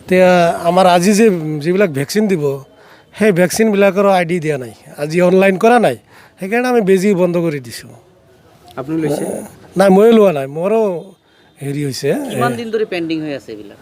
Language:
Assamese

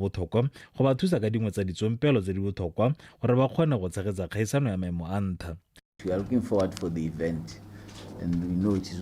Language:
Tswana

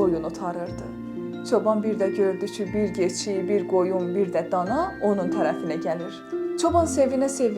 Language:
South Azerbaijani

